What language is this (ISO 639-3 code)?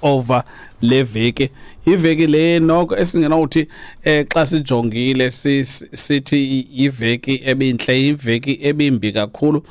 xho